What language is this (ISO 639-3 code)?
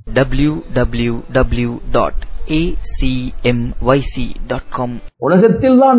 tam